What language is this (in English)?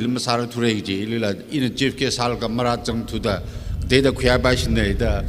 Tangkhul Naga (India)